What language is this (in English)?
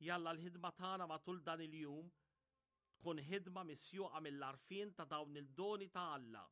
Maltese